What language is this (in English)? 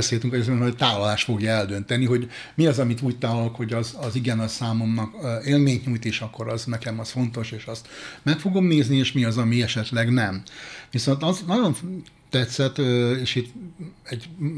Hungarian